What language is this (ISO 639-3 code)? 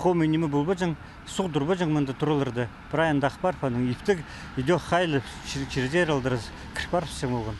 kjh